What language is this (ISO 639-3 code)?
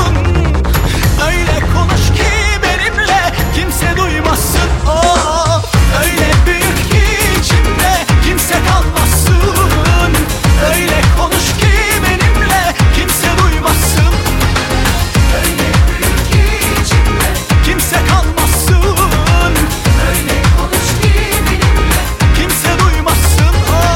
tur